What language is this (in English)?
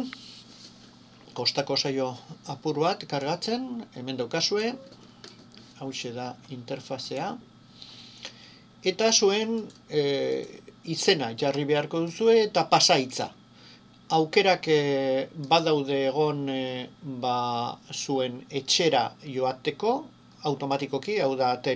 Basque